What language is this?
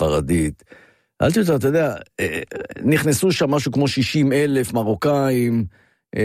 Hebrew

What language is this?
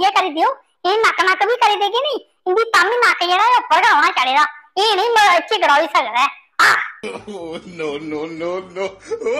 Dogri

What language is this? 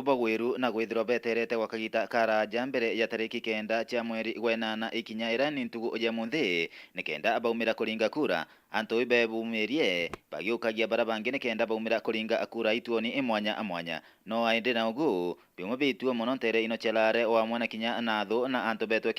Meru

